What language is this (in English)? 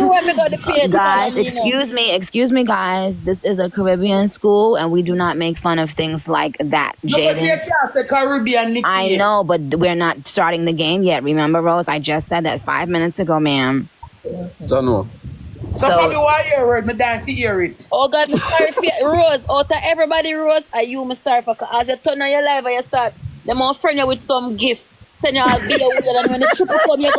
Jamaican Creole English